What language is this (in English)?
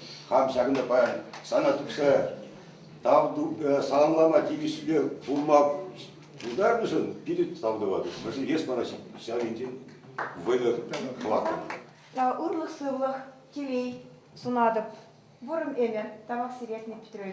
Chuvash